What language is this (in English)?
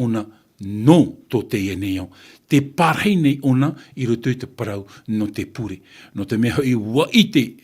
Tahitian